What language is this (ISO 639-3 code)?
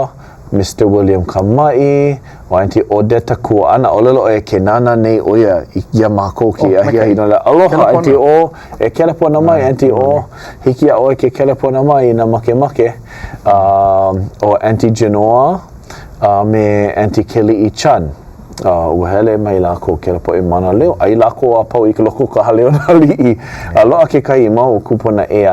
haw